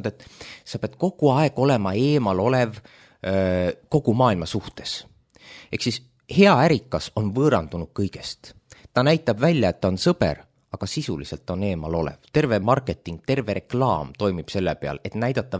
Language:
Estonian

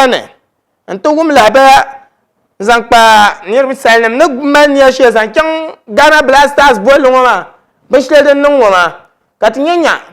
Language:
Dagbani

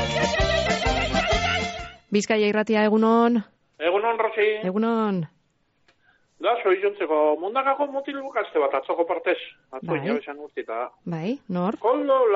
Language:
Basque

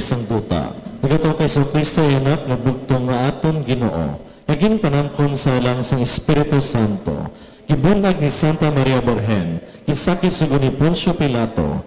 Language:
Hiligaynon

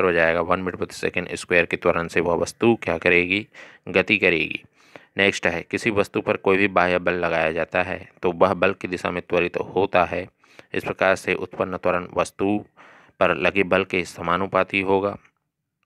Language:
Hindi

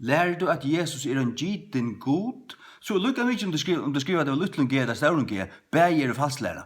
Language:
Faroese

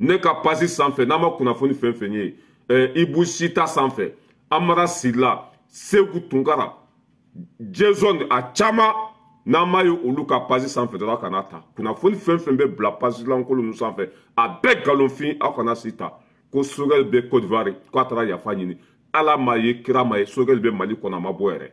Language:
Bambara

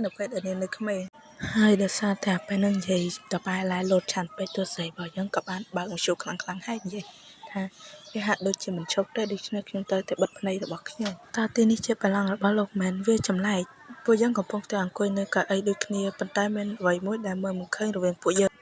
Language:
Khmer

